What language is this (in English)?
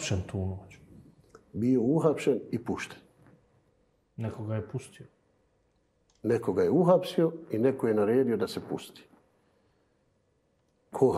Bosnian